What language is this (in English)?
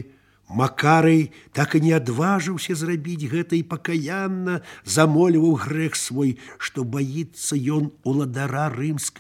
Belarusian